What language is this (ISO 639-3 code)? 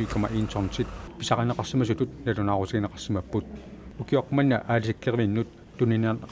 kal